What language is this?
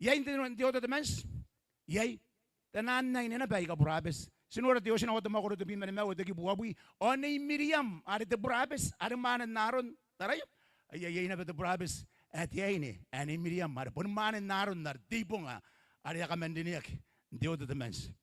Gilbertese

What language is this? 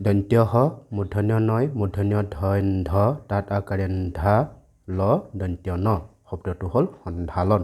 Assamese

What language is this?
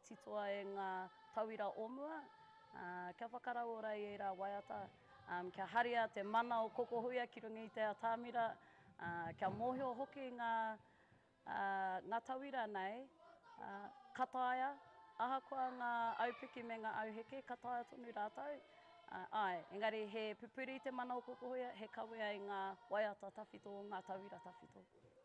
Māori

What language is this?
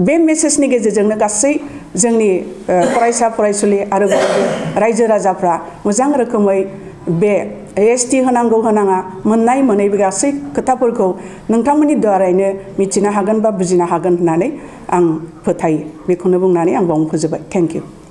Bodo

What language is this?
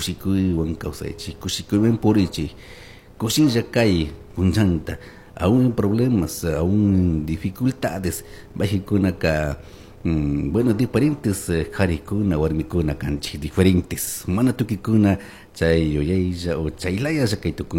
Chimborazo Highland Quichua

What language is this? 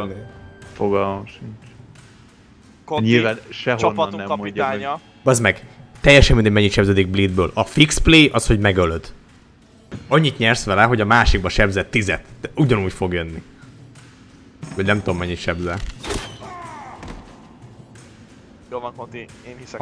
Hungarian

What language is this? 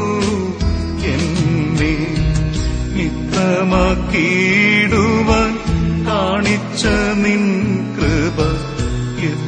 Malayalam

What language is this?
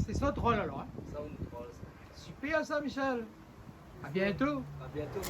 Réunion Creole French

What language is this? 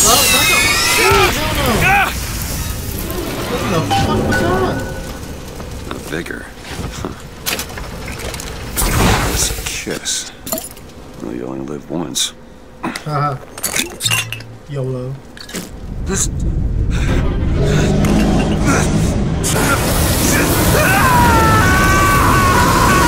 English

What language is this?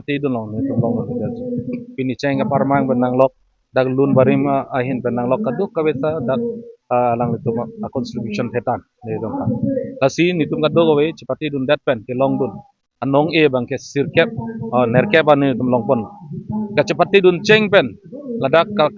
Karbi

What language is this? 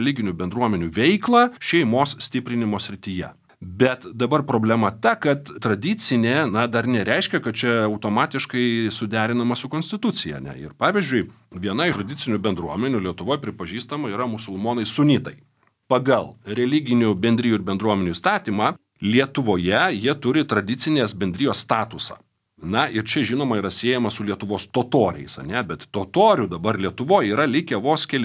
Lithuanian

